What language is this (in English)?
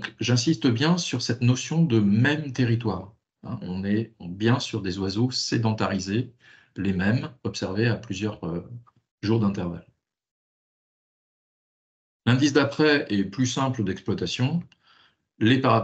French